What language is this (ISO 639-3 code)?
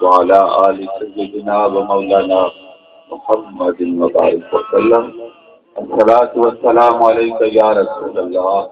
skr